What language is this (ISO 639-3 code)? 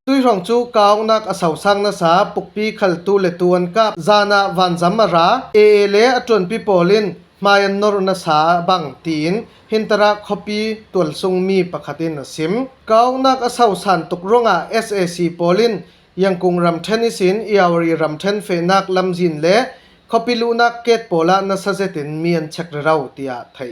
cfm